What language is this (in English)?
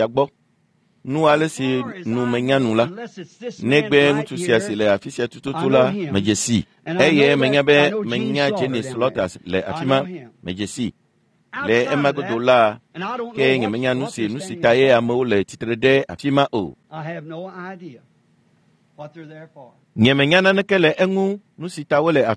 Ewe